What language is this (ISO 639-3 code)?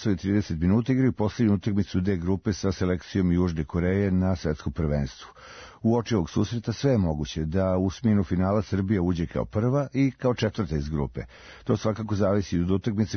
srp